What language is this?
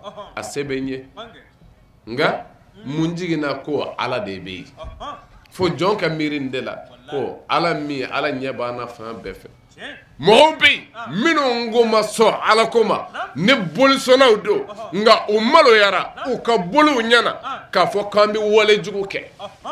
Bambara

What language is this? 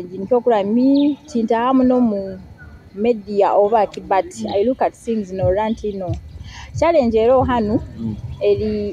Nyoro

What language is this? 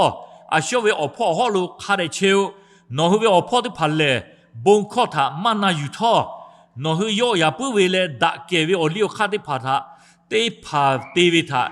Lahu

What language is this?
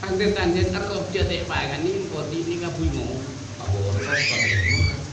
Madurese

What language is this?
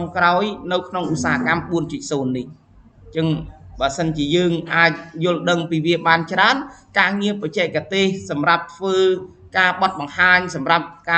Khmer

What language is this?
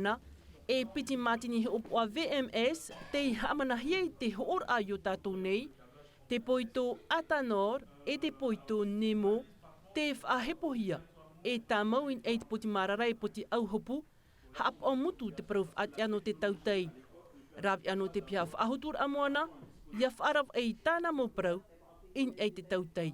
Tahitian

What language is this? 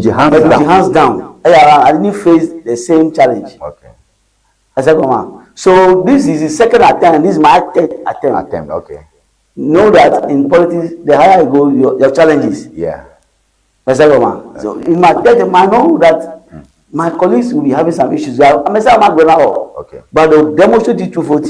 Ewe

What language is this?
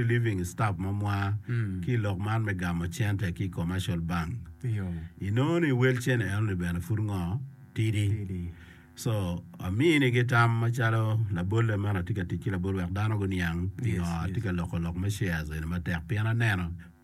Acoli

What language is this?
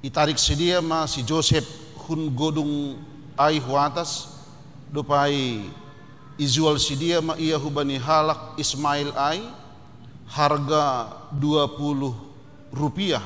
Batak Simalungun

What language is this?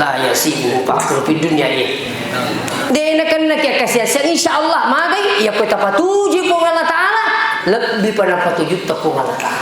Buginese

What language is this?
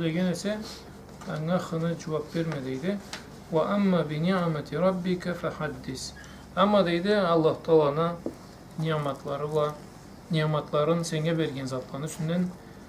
Karachay-Balkar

